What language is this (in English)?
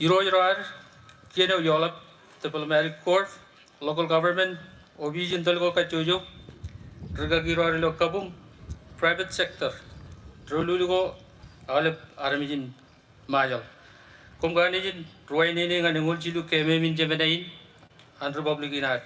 Marshallese